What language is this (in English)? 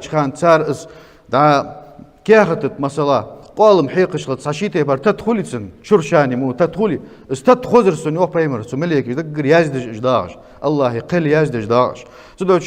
Ingush